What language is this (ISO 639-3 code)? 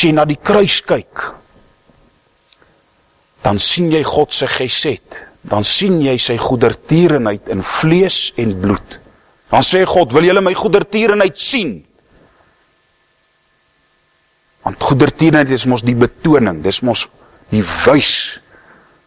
afr